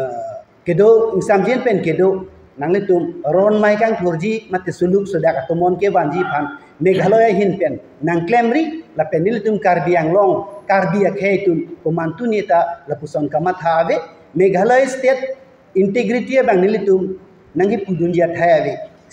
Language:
Karbi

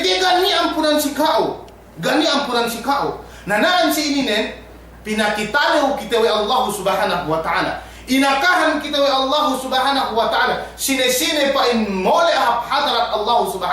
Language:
Yakan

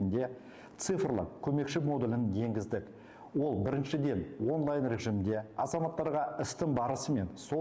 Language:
Kazakh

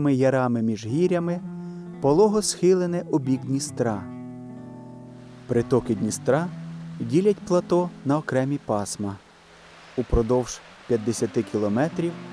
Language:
Ukrainian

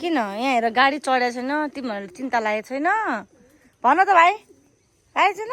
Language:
Nepali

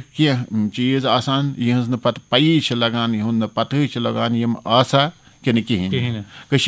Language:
Kashmiri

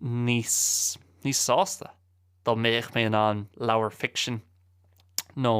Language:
Irish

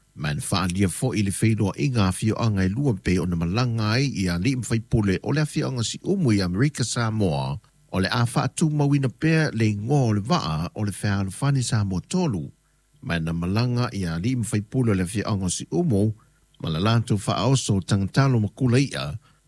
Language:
Samoan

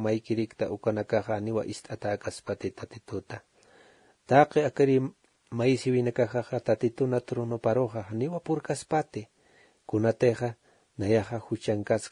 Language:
Aymara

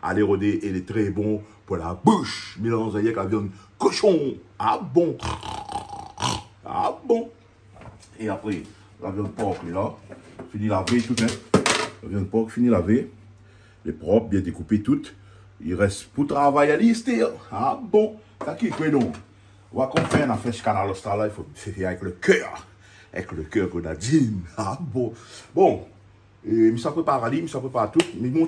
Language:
Réunion Creole French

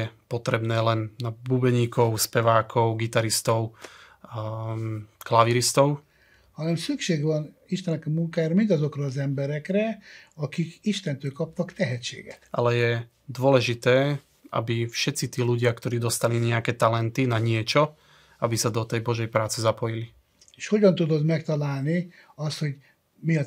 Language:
Slovak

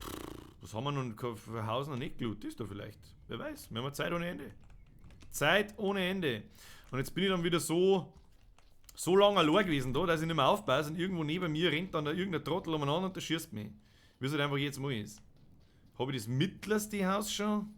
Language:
Bavarian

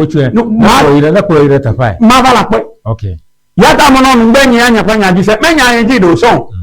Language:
Ewe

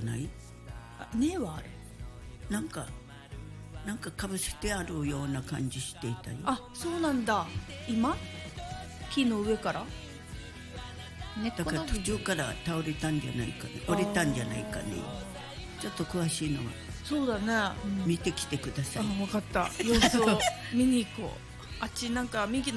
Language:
Japanese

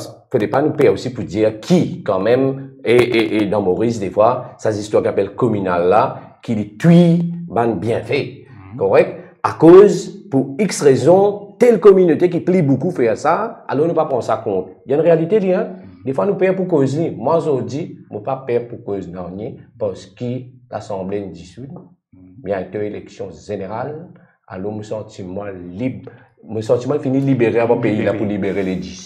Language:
Morisyen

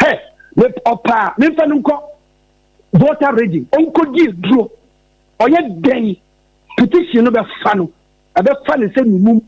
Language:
Akan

